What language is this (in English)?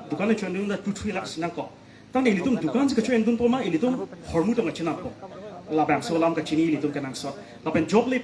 Karbi